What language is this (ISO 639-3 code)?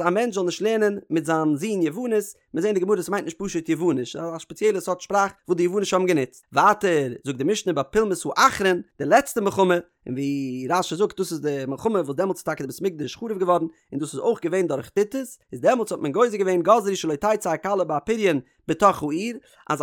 yid